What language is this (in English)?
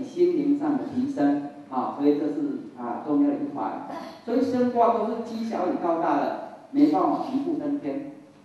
Chinese